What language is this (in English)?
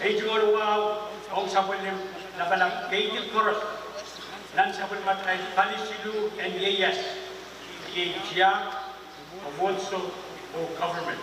Pohnpeian